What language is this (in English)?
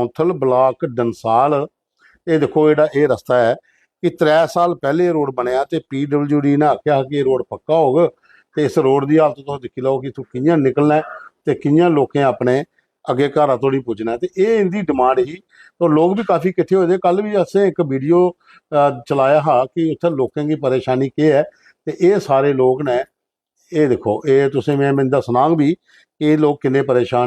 Dogri